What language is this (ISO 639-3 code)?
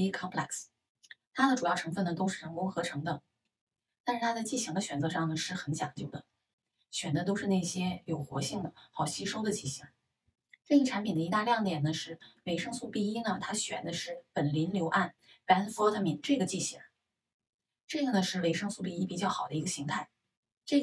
zho